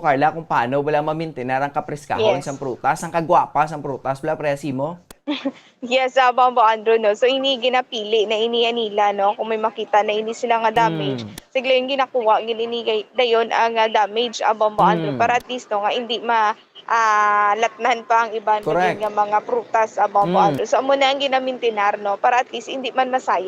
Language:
Hiligaynon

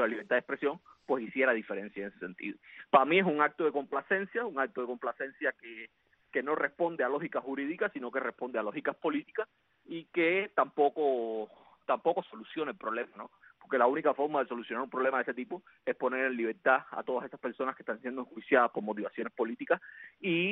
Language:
Spanish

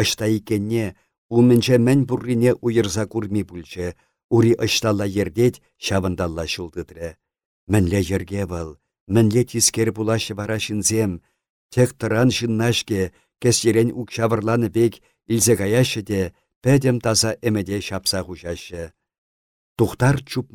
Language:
Chuvash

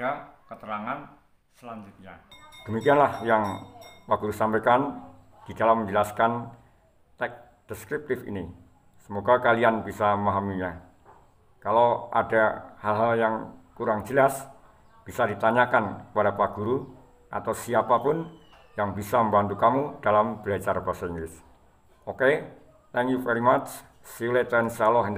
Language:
Indonesian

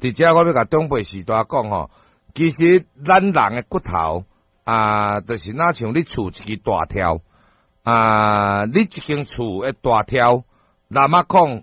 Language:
Min Nan Chinese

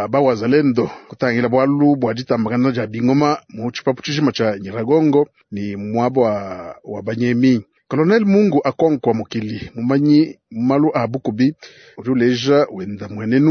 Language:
Luba-Lulua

